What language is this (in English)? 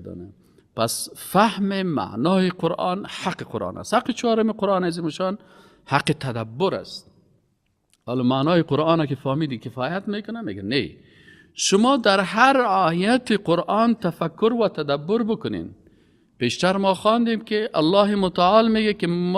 Persian